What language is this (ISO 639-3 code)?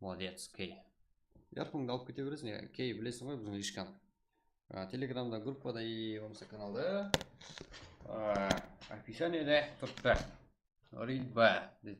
kaa